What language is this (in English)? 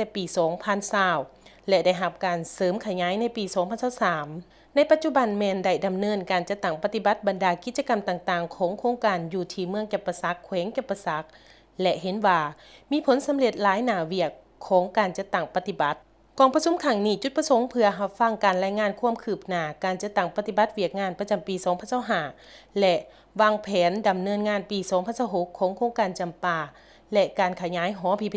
Lao